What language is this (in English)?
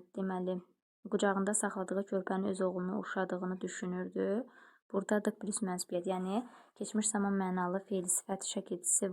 Azerbaijani